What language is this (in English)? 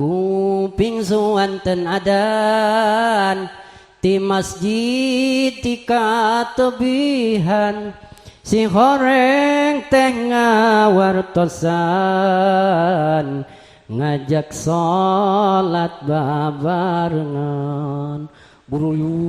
Sundanese